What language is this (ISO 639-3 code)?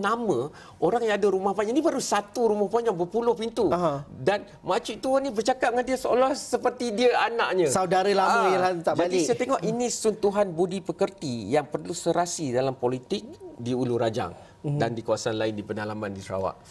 msa